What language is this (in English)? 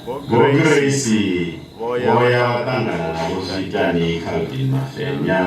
Venda